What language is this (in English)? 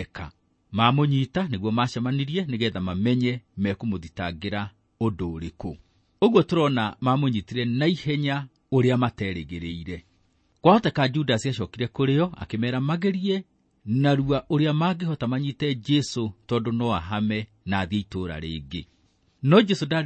Kikuyu